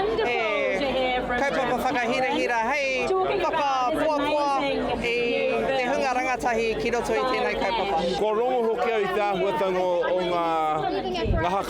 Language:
Māori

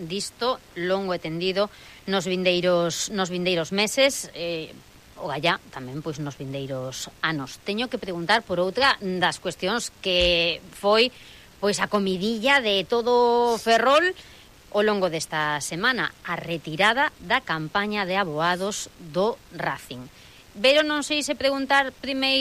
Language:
Galician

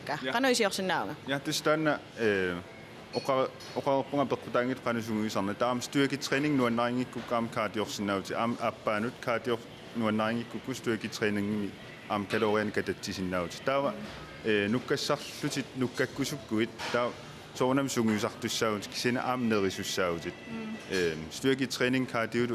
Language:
Kalaallisut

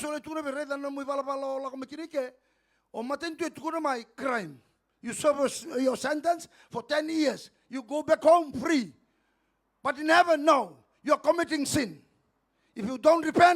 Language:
Fijian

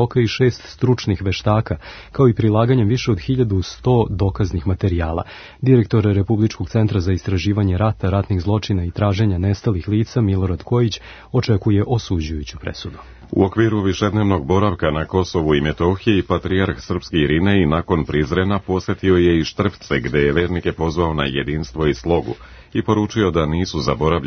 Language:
Serbian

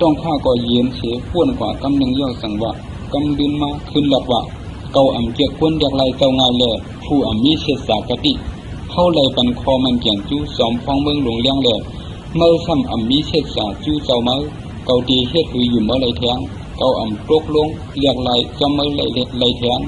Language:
Shan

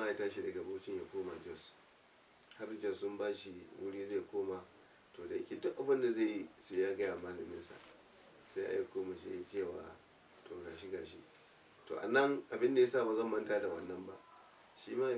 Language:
Hausa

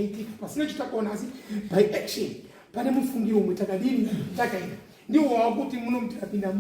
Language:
Shona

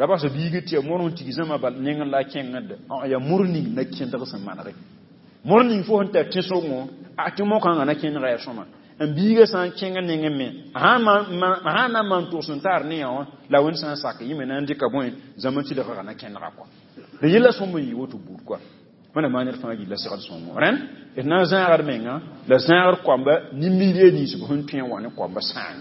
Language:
Mossi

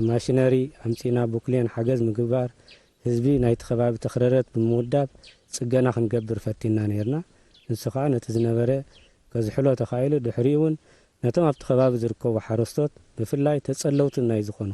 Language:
Tigre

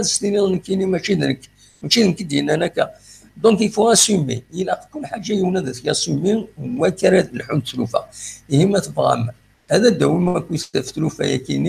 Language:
Kabyle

